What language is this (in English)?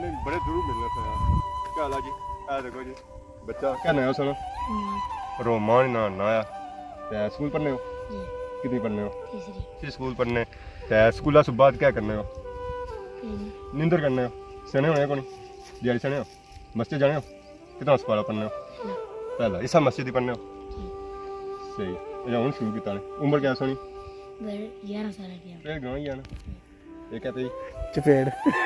Pahari-Potwari